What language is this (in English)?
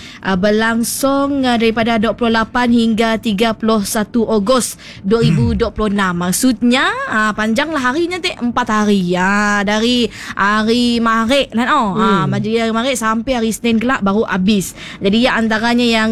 Malay